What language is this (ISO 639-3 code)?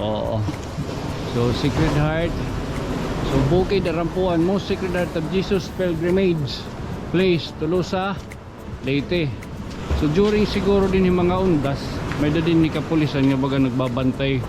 war